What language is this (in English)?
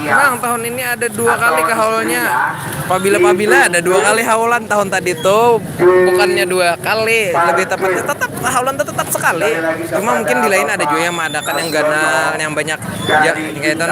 Banjar